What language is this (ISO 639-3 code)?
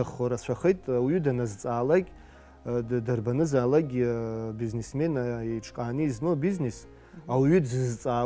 abk